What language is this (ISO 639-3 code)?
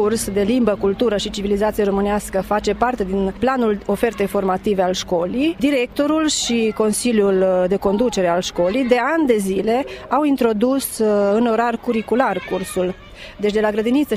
ron